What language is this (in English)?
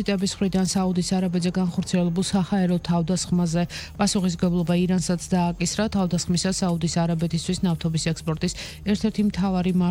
Georgian